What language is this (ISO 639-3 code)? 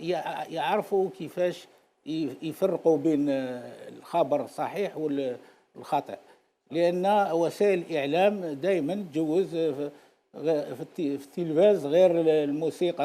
arq